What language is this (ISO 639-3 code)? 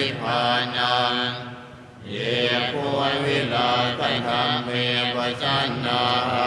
pli